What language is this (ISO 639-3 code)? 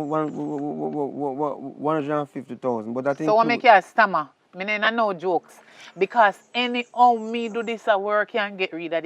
jam